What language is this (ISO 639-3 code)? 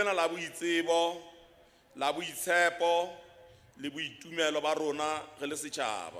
sot